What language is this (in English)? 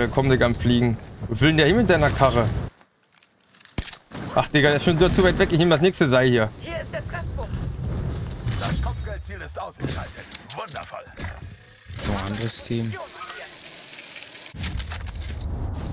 German